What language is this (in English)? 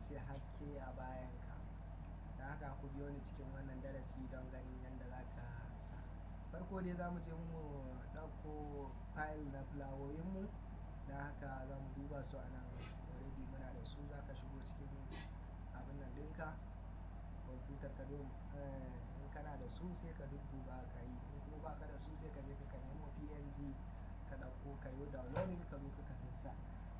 Hausa